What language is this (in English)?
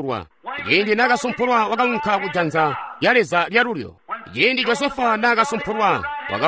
Tonga (Zambia)